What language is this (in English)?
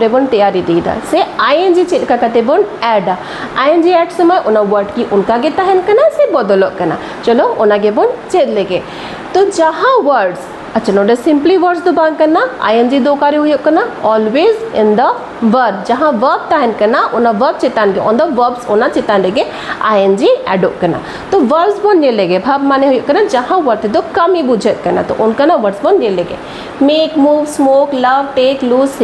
Santali